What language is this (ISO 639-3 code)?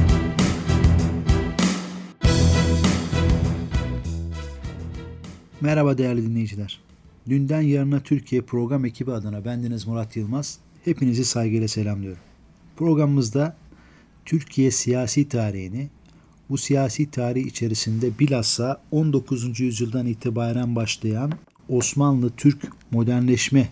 tur